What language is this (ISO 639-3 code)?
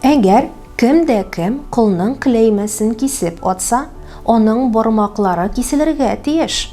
tat